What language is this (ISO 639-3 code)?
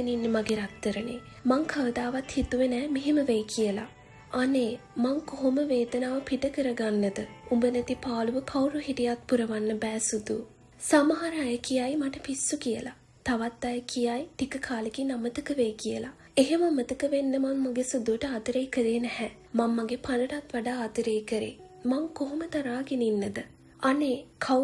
sin